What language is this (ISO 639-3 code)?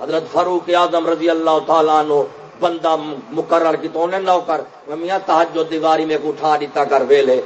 skr